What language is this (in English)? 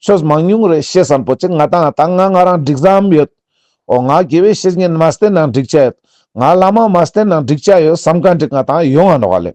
Ladakhi